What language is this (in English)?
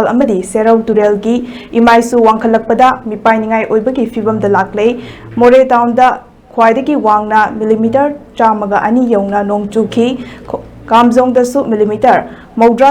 Manipuri